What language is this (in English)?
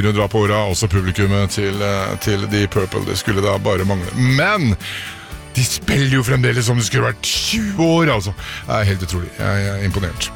Norwegian